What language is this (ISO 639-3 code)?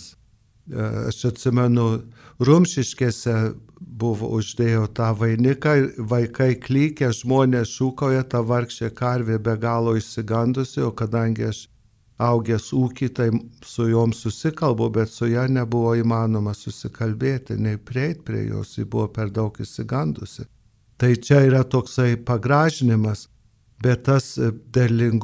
lit